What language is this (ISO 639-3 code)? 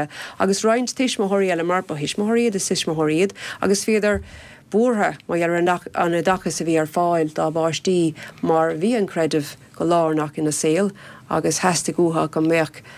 gle